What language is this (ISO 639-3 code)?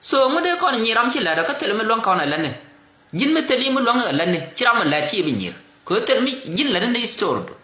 nus